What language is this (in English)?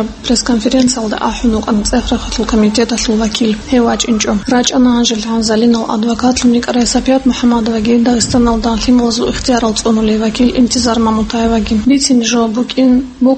Avaric